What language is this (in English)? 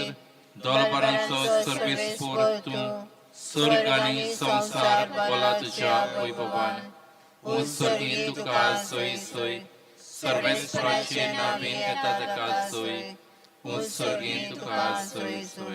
Konkani